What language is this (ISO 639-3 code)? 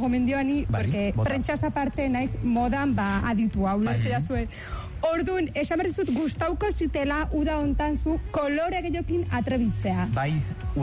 eus